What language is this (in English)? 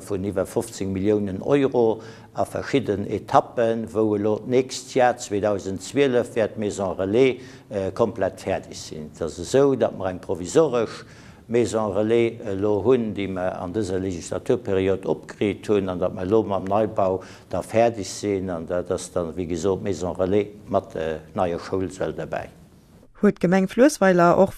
Luxembourgish